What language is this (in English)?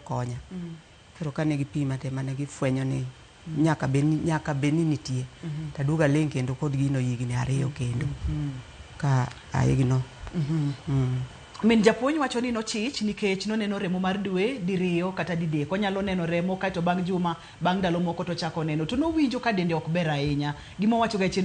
Luo (Kenya and Tanzania)